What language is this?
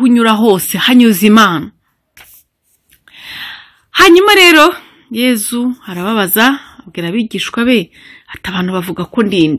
Kinyarwanda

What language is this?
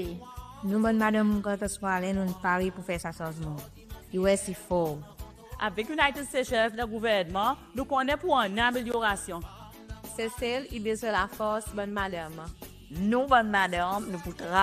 Seselwa Creole French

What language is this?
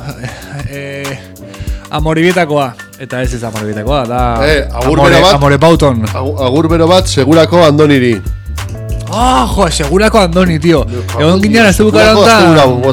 Basque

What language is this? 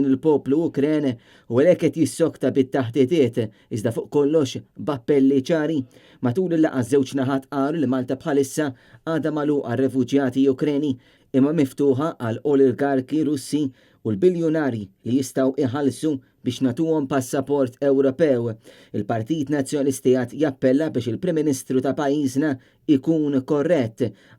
Maltese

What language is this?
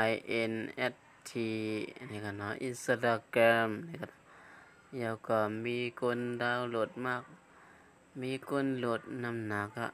Shan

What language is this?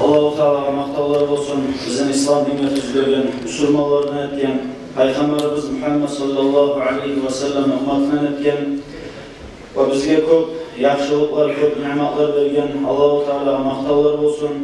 Kumyk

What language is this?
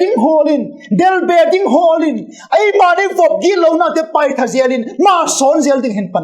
Vaiphei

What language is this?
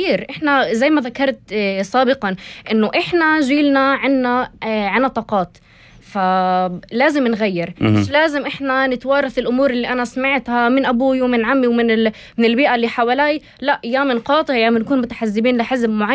North Levantine Arabic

